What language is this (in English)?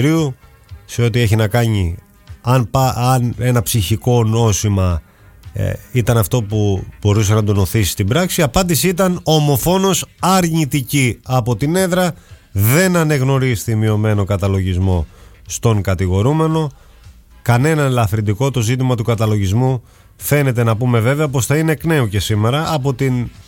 Greek